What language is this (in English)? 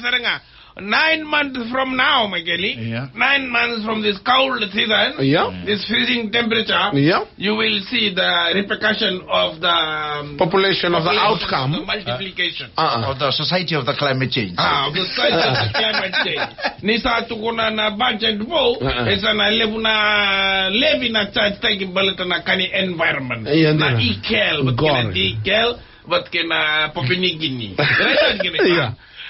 Fijian